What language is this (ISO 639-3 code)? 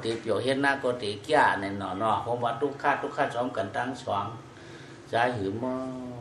shn